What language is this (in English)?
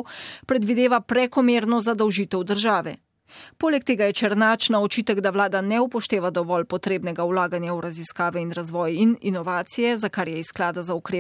Slovenian